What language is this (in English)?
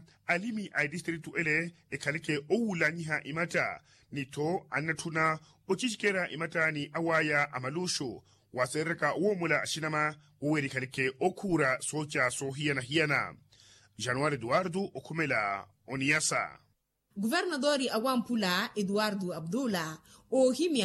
Makhuwa